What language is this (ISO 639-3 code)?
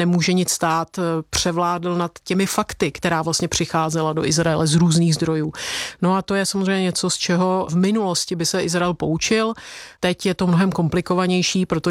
ces